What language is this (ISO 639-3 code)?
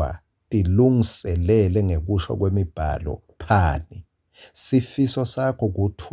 ssw